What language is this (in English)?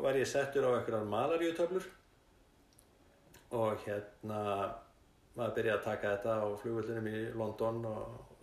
Icelandic